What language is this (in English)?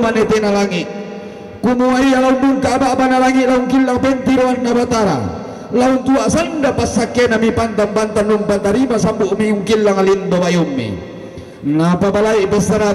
Toraja-Sa'dan